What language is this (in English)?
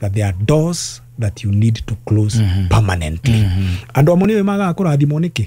Kikuyu